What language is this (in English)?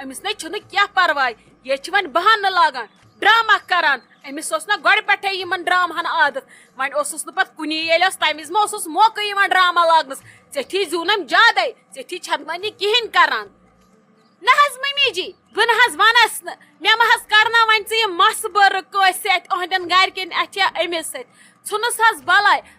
Kashmiri